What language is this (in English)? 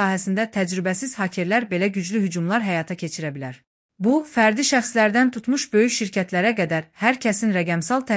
Azerbaijani